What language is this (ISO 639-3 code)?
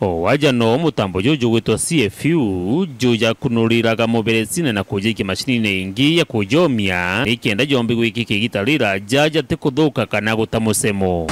mer